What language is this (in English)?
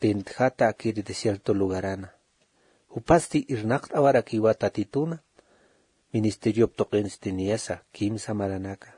Aymara